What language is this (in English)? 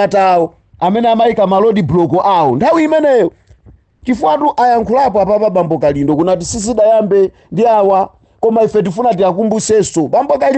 Nyanja